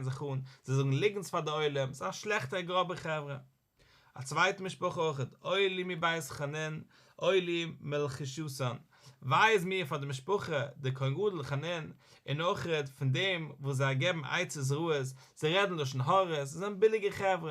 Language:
Yiddish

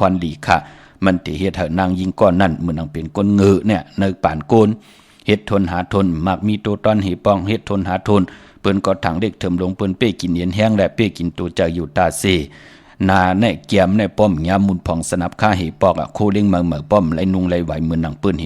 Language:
Shan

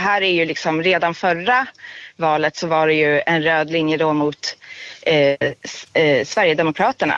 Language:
Swedish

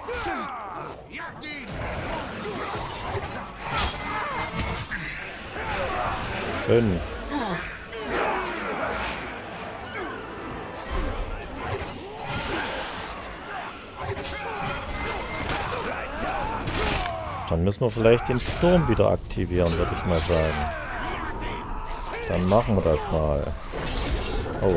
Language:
German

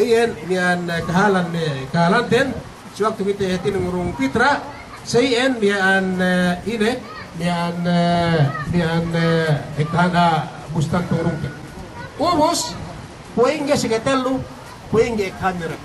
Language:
Yakan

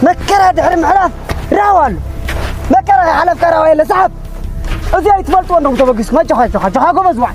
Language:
Tigrinya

